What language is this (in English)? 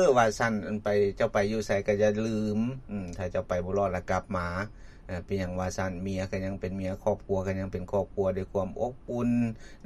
Lao